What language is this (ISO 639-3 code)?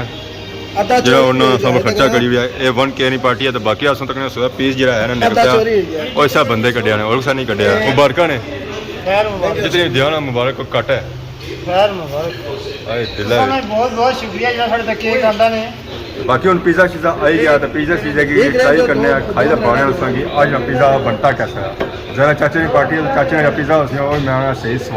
phr